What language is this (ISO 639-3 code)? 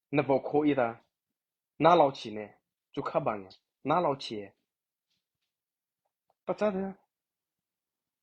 mrh